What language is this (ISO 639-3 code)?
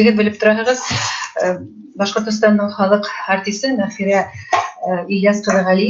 bak